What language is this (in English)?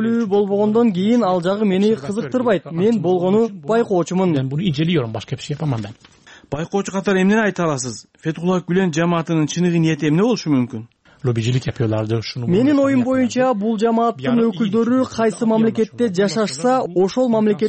Kyrgyz